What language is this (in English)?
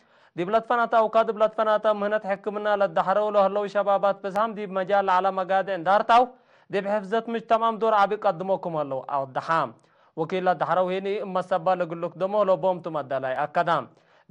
Tigre